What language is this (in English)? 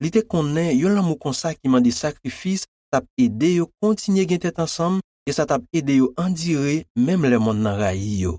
Haitian Creole